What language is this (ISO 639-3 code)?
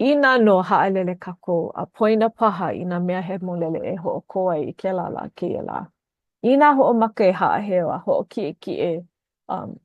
haw